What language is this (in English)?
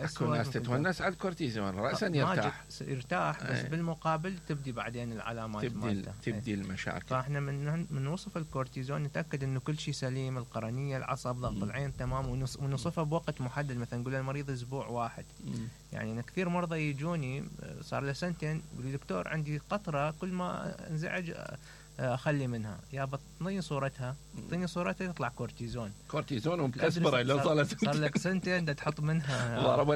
Mesopotamian Arabic